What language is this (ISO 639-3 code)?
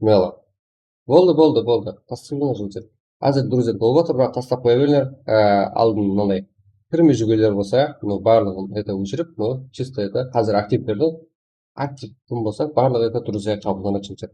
kaa